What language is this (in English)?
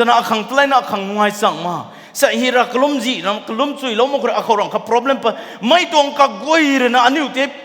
Rongmei Naga